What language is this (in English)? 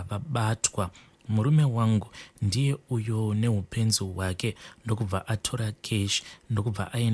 Shona